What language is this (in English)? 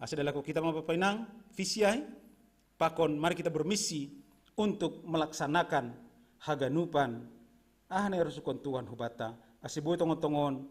Batak Simalungun